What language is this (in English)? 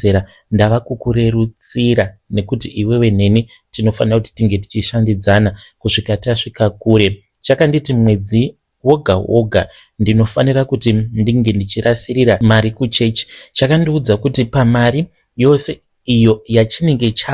Shona